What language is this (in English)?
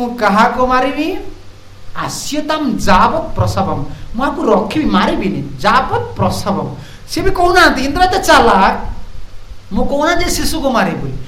Odia